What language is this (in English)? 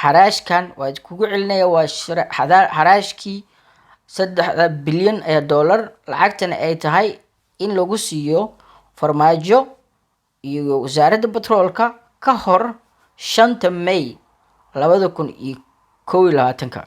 Somali